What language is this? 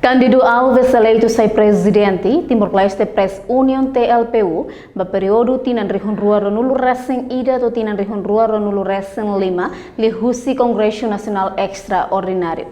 Tetum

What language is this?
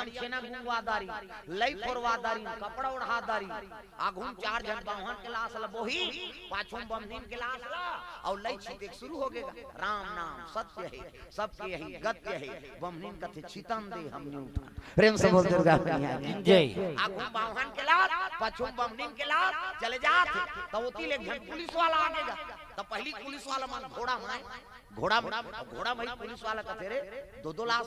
Chhattisgarhi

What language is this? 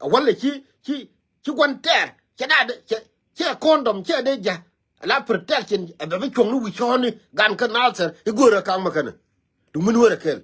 Nuer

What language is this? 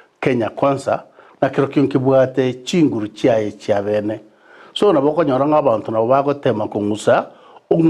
Gusii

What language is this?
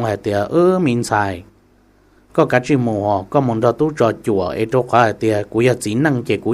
Hmong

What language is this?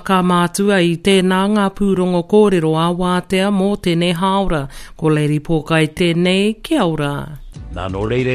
Māori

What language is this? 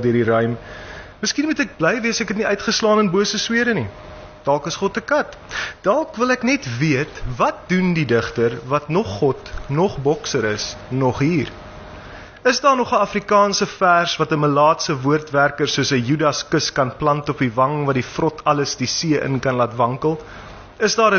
Afrikaans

